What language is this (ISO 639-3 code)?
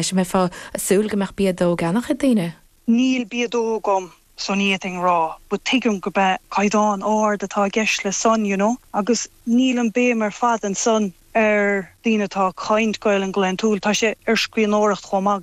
gle